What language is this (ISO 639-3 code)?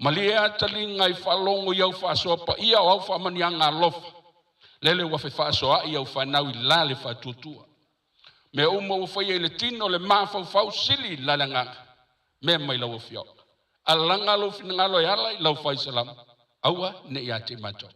smo